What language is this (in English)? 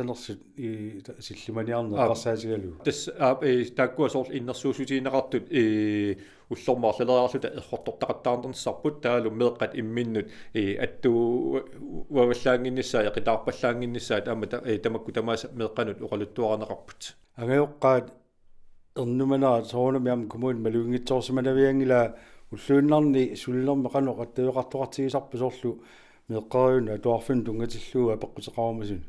Kalaallisut